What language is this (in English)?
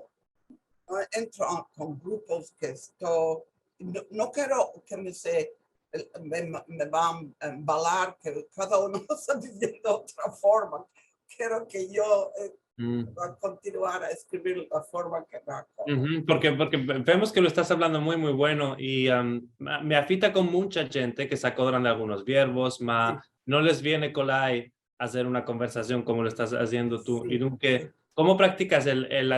Ladino